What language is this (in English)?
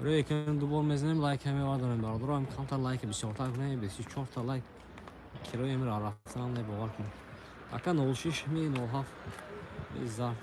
Tajik